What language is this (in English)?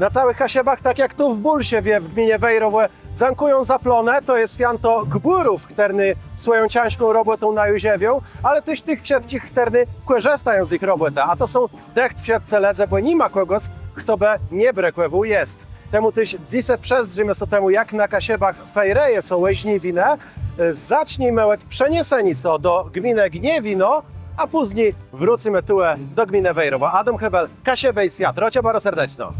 Kashubian